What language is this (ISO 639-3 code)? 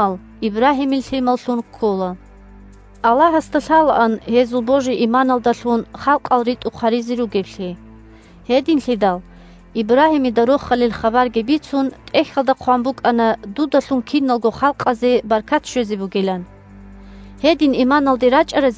ava